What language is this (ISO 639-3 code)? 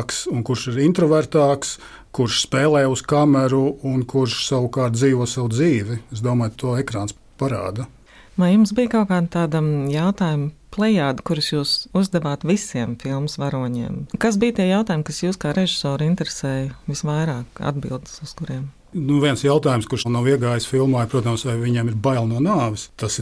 lav